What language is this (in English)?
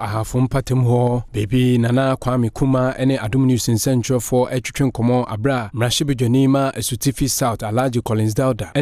Akan